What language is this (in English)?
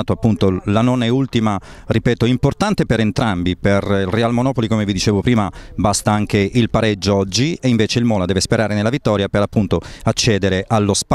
Italian